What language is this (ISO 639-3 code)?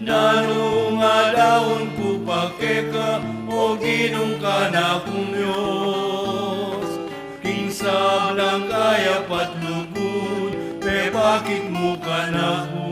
pam